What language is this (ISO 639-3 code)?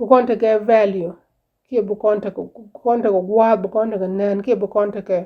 nus